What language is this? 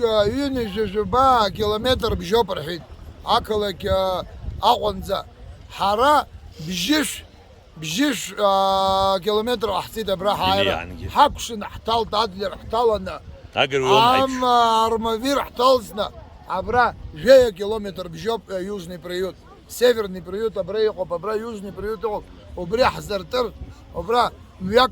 Abkhazian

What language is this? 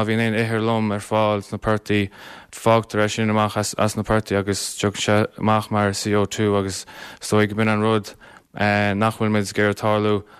Irish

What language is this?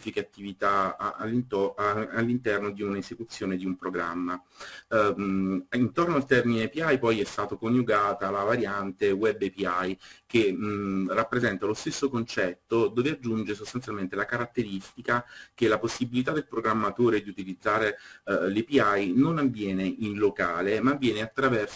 Italian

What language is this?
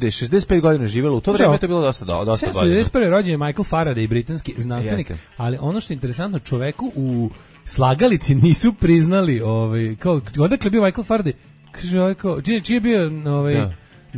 Serbian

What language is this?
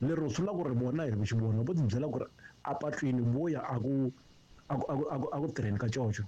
Tsonga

